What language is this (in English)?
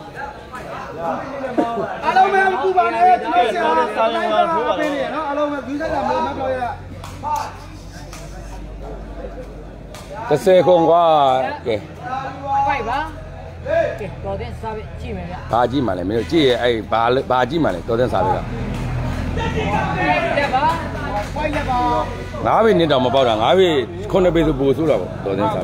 Burmese